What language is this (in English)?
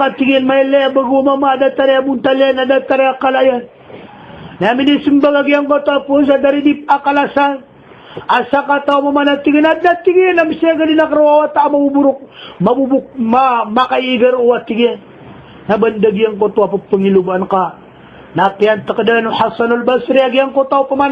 Maranao